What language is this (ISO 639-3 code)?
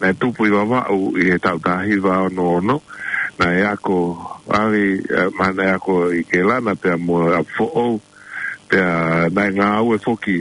ton